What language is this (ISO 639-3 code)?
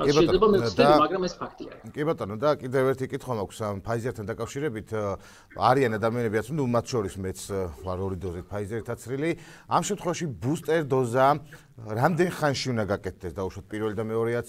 kat